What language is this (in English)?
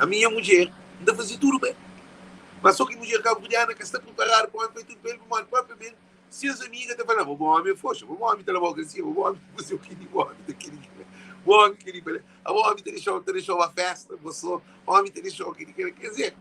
Kabuverdianu